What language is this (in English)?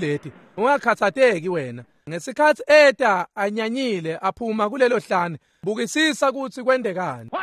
Swati